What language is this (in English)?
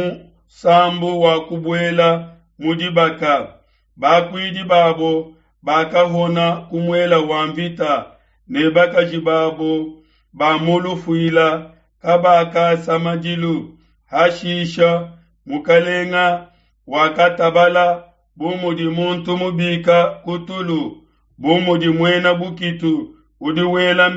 Luba-Lulua